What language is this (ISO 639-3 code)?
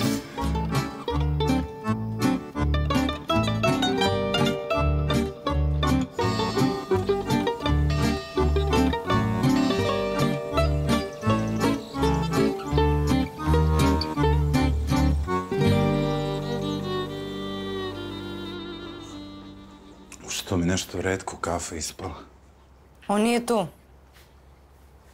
srp